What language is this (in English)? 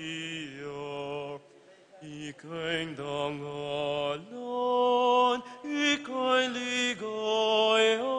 Pampanga